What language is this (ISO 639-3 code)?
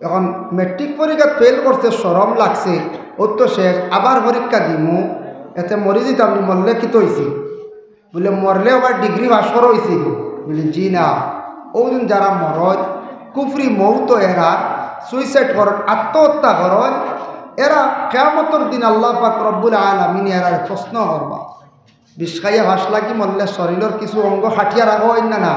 syl